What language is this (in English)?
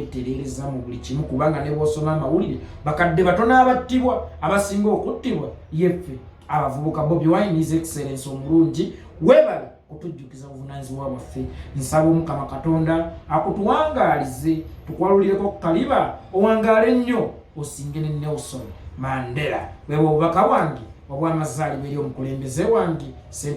Ganda